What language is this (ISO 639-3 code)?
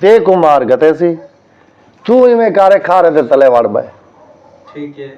skr